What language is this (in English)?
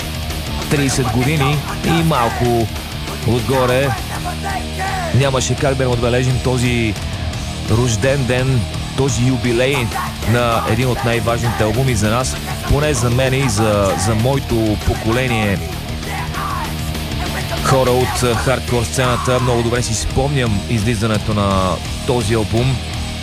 Bulgarian